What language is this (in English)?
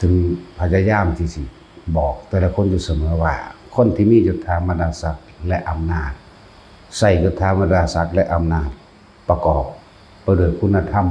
Northeastern Thai